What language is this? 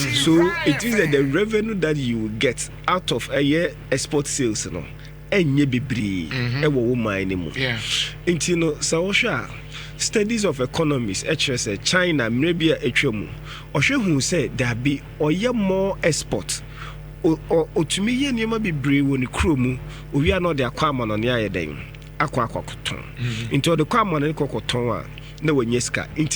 Akan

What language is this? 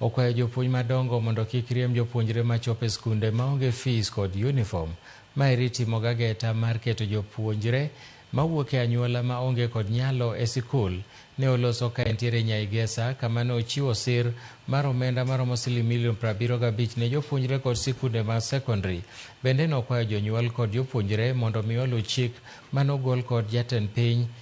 Luo (Kenya and Tanzania)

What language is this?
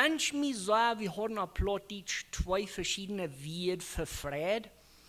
Plautdietsch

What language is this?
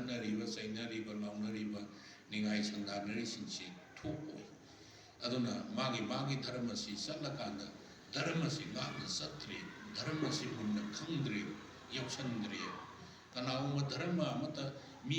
Manipuri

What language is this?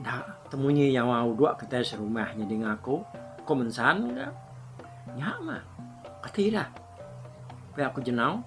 Iban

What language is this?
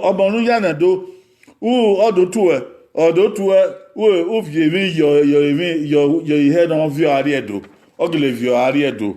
Bini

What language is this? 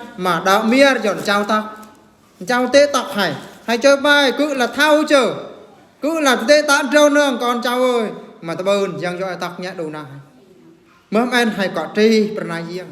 Eastern Bru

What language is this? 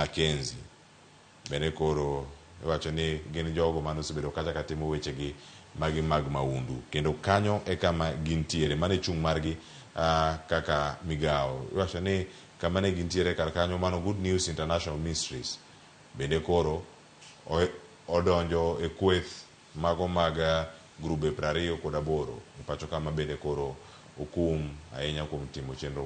Luo (Kenya and Tanzania)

